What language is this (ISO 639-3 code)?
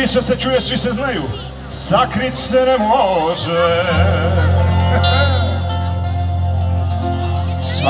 hrv